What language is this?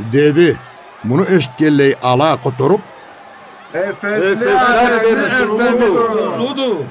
Karachay-Balkar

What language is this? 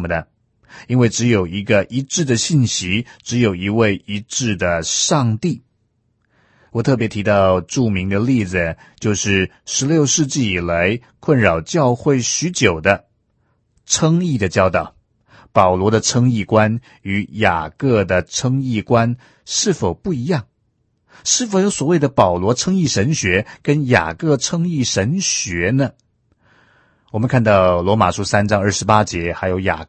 Chinese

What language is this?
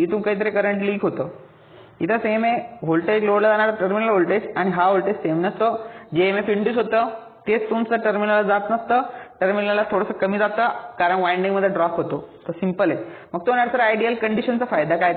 Marathi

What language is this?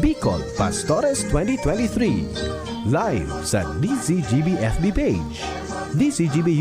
Bikol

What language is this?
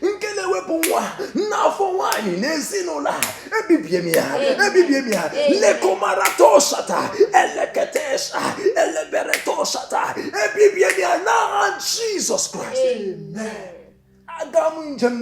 Igbo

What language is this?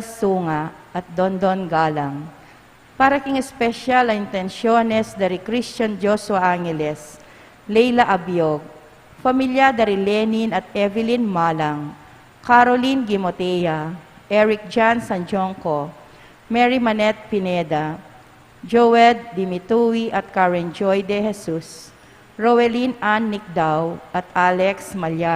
Pampanga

